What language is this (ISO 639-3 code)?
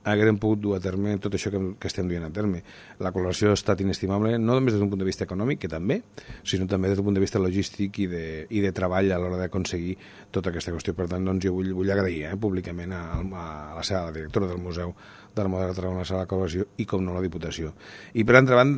cat